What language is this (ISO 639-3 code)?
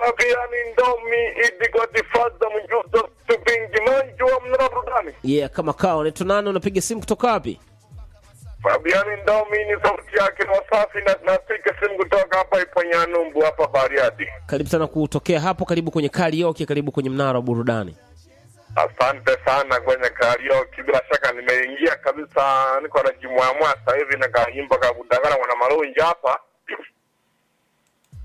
swa